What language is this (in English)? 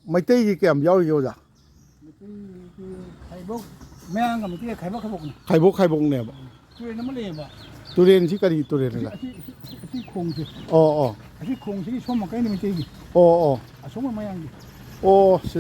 Manipuri